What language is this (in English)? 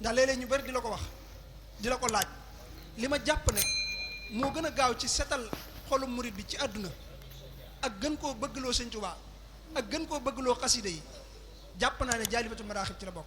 Wolof